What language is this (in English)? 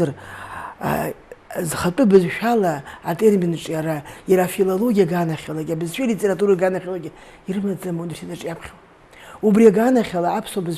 Abkhazian